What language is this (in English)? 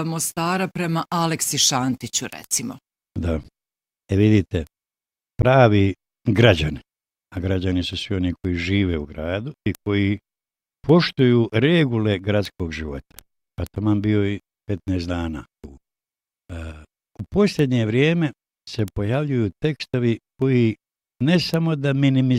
Bosnian